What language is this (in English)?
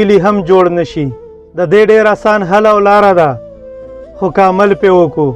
Pashto